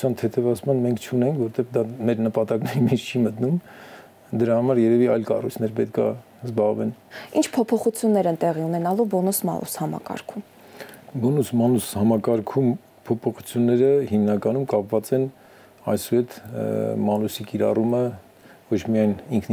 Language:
Armenian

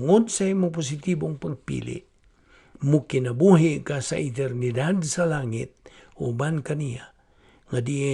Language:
Cebuano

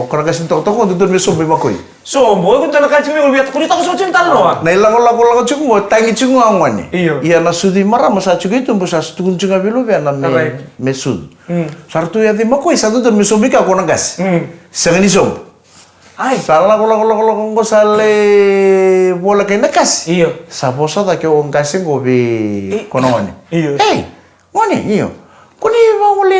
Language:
Fijian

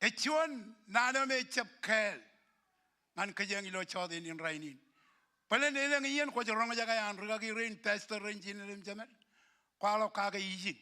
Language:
Marshallese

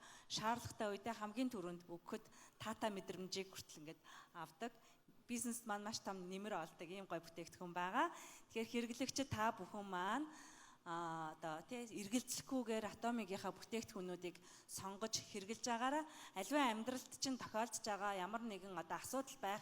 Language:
Mongolian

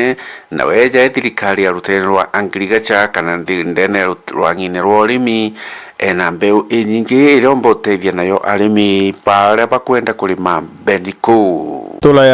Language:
Meru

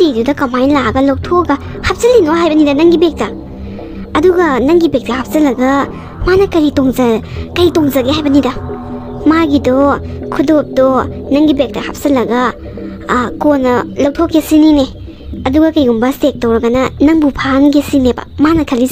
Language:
Manipuri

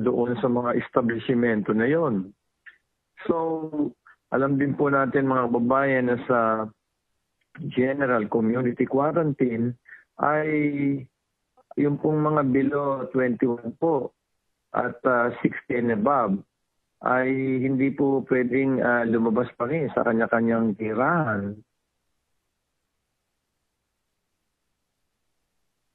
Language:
Filipino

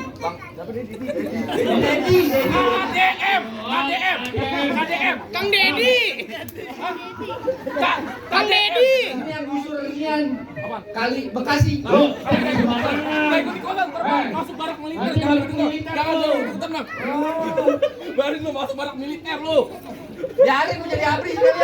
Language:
Betawi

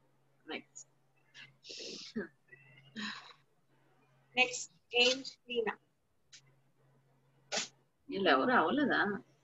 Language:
Telugu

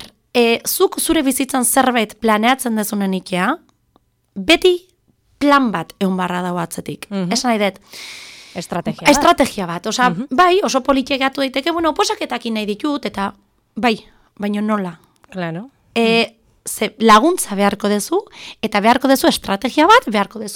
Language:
Basque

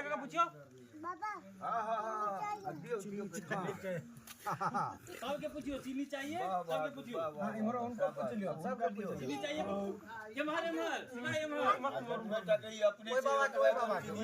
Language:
Maithili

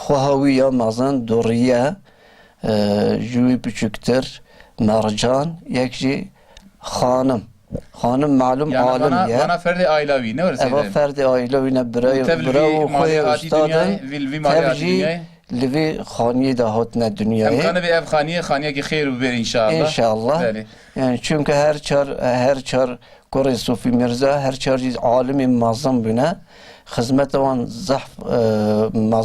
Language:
Kurdish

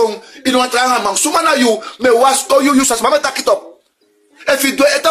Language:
Sranan Tongo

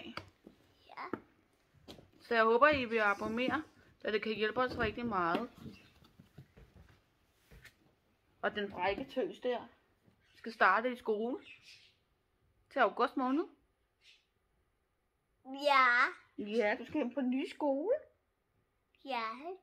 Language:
Danish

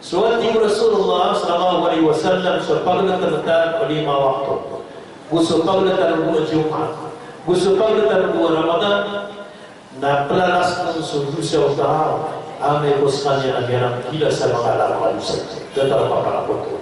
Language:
Maranao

